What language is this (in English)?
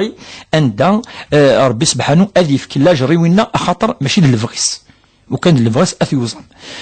Kabyle